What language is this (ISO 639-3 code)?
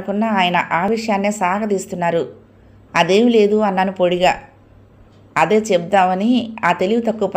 tel